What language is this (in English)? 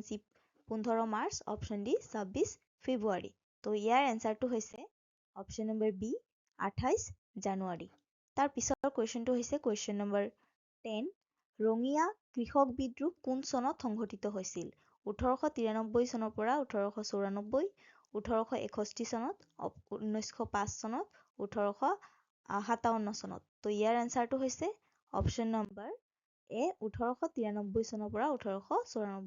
Assamese